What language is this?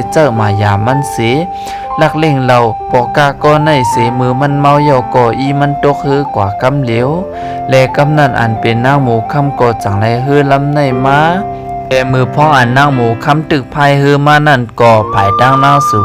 Shan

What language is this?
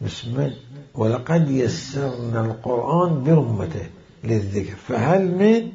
Mesopotamian Arabic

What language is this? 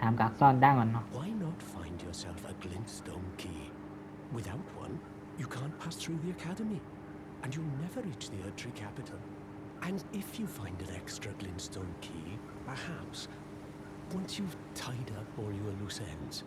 Shan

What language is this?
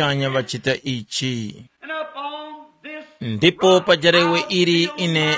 Tumbuka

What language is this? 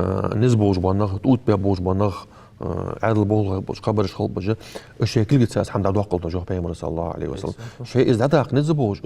Ingush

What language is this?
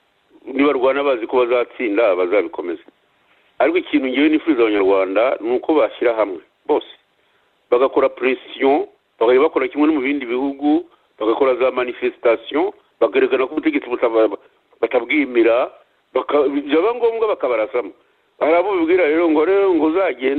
Kinyarwanda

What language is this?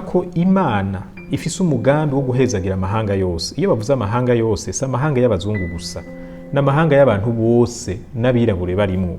Rundi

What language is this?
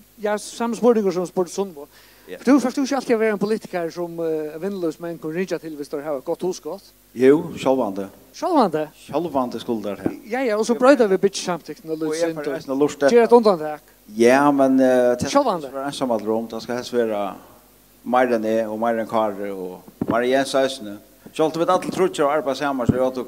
Faroese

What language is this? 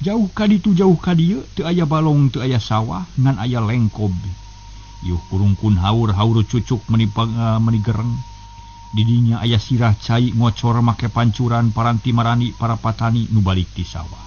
Sundanese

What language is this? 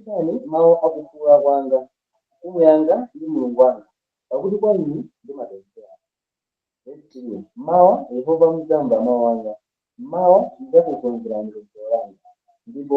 Nyanja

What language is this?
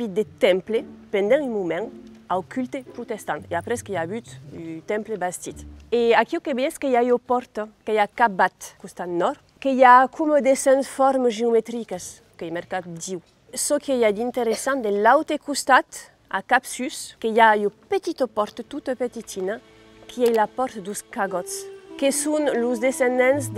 Occitan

